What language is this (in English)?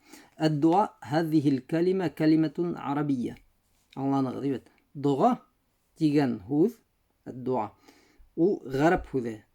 Bashkir